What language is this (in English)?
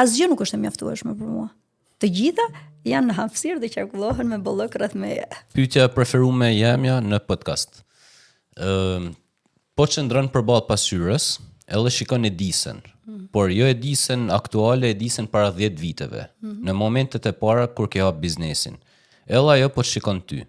Albanian